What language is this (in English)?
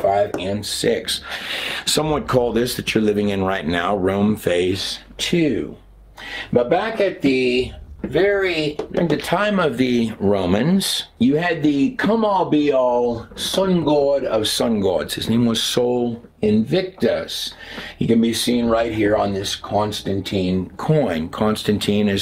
English